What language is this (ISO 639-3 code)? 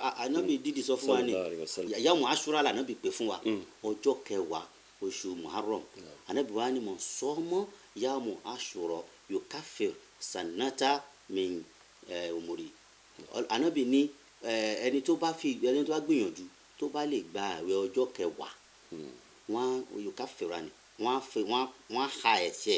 yor